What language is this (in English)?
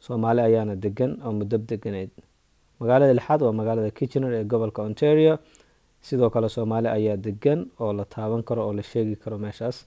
Somali